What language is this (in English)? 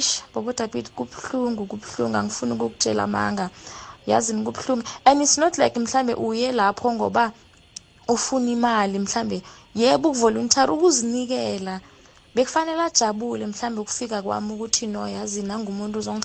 South Ndebele